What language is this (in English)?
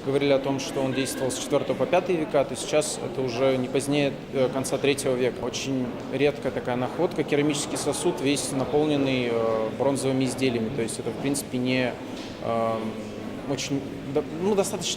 Udmurt